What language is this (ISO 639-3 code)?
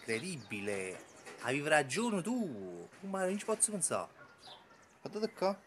nap